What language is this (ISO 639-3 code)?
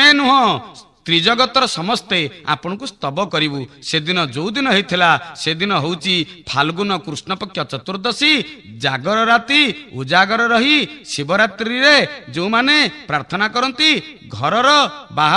ori